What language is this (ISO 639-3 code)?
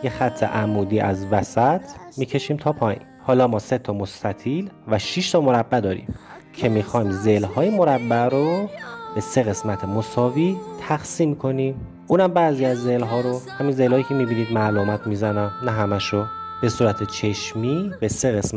fas